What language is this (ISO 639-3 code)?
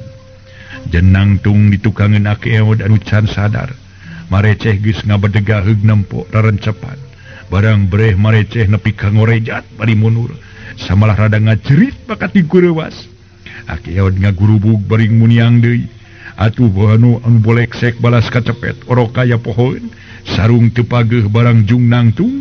sun